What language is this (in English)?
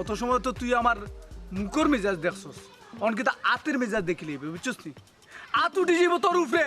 Sylheti